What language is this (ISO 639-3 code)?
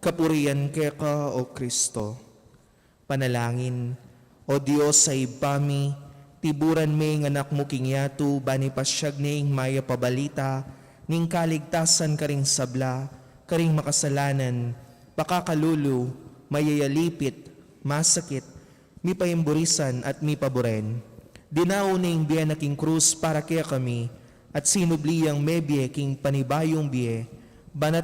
pam